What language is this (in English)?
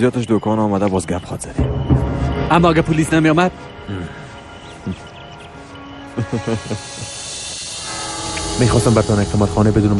Persian